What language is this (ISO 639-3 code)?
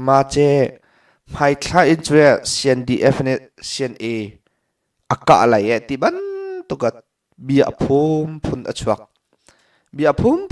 cnh